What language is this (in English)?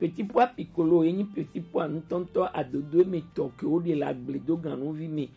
Gen